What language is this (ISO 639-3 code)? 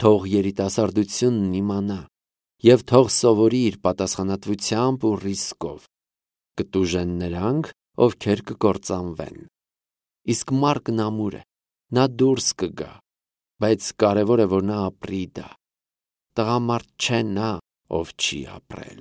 hye